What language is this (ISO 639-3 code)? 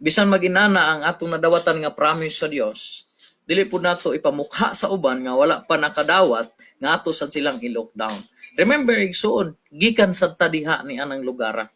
ceb